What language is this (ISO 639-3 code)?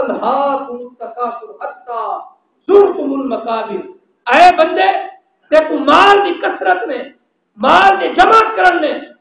skr